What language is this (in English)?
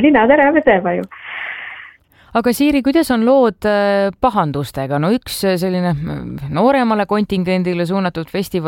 Estonian